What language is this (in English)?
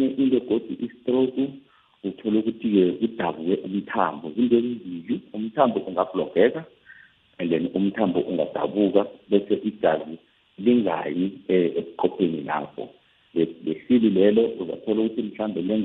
South Ndebele